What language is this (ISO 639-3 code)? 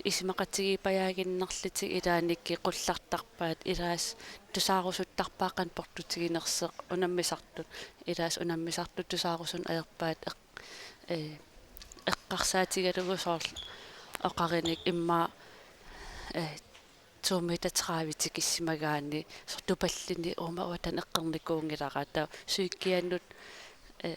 kal